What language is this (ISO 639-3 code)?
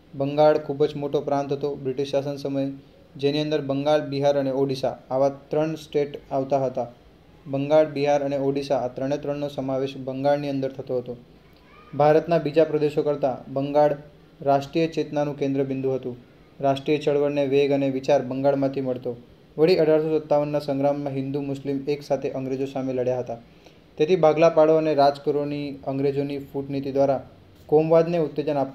guj